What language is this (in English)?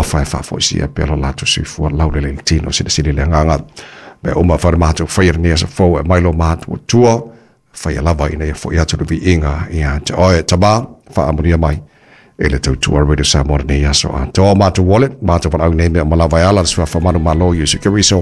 Samoan